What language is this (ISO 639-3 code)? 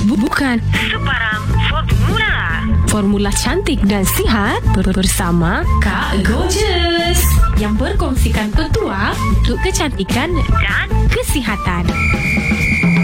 msa